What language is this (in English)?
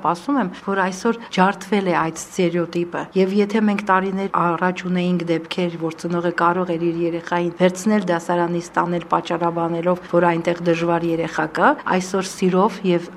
Armenian